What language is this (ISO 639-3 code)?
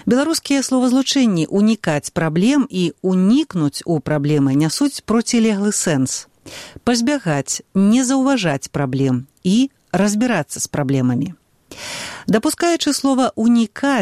bel